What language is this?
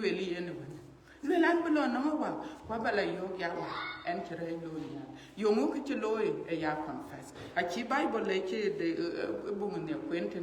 Dinka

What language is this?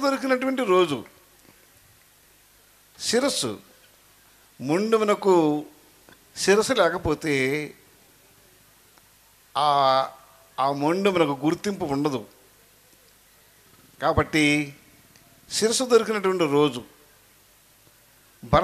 Telugu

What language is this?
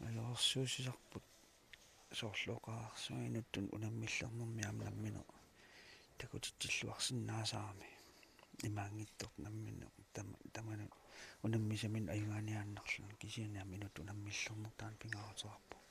Kalaallisut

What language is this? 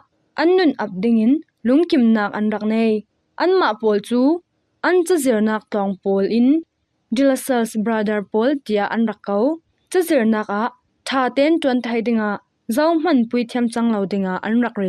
Falam Chin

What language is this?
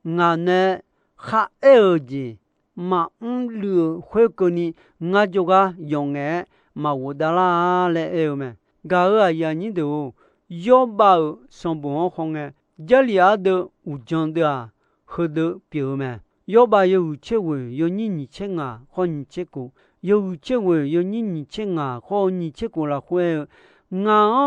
Akha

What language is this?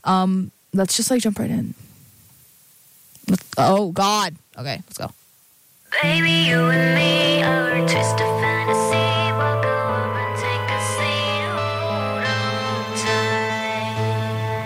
English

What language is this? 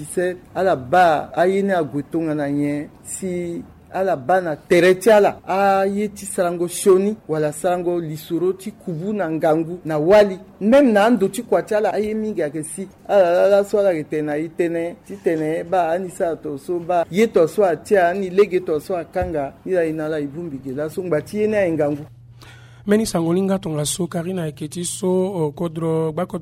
Sango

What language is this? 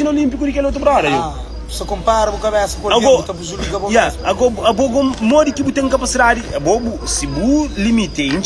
Kabuverdianu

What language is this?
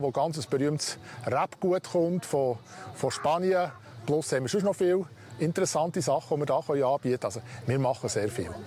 Swiss German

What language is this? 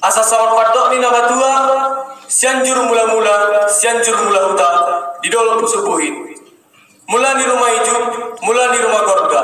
Batak Toba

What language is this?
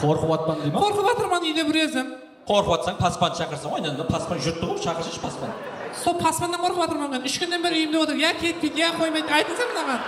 Kara-Kalpak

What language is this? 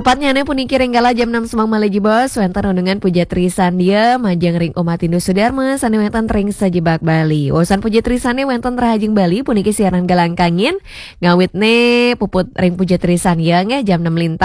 Balinese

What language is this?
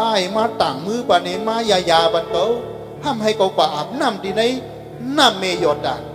Shan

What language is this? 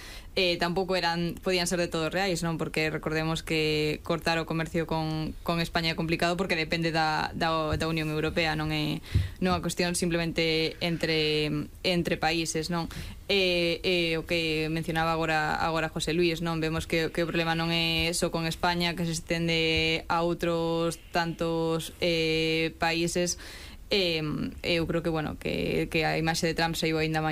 Galician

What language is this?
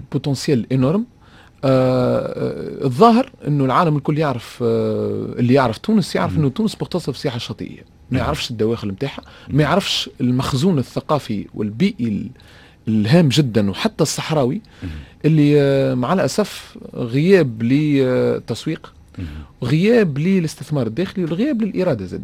Tunisian Arabic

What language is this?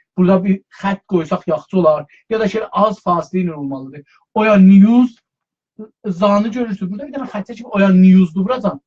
South Azerbaijani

